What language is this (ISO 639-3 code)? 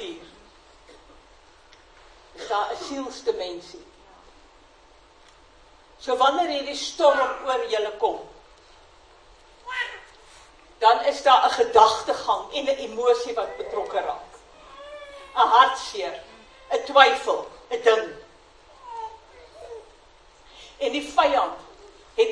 afr